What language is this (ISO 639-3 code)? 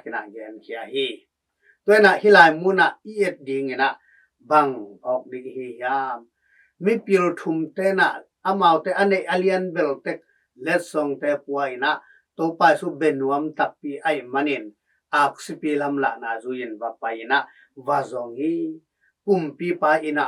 ctd